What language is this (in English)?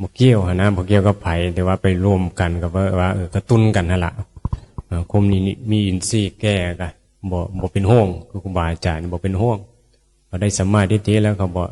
Northeastern Thai